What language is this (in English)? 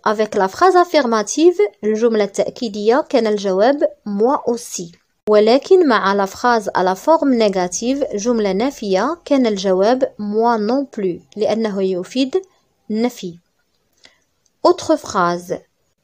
French